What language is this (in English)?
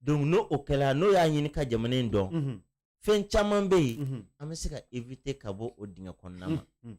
Bambara